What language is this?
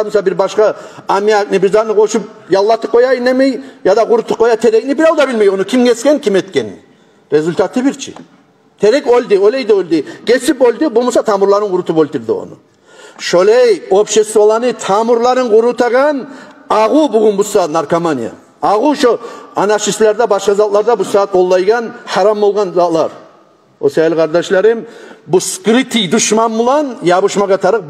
Kumyk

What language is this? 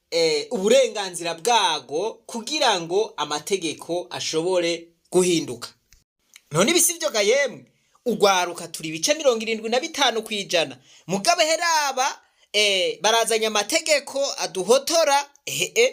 Rundi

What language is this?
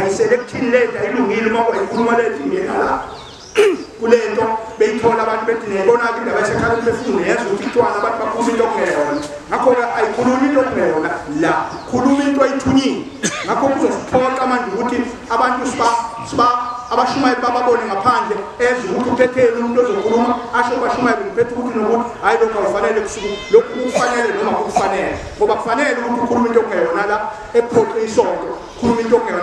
Zulu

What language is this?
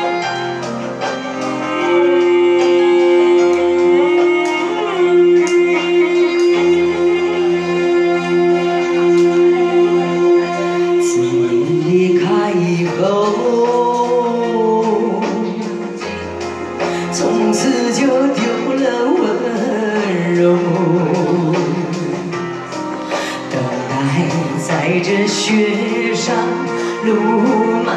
Chinese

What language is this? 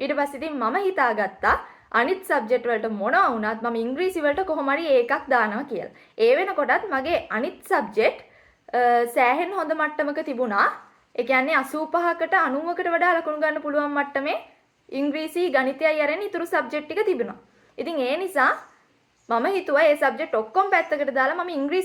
Sinhala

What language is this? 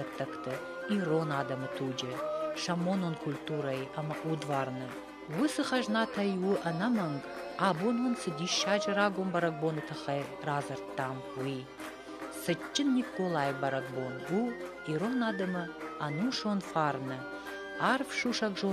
Ossetic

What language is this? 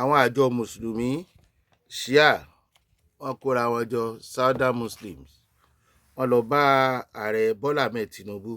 Yoruba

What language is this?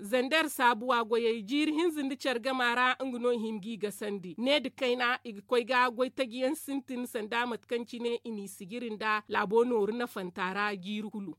Zarma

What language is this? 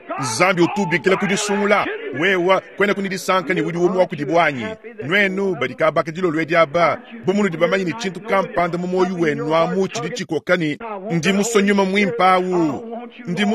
Luba-Lulua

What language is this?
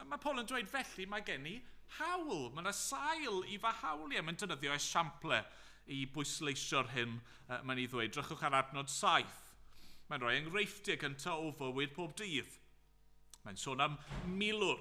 Welsh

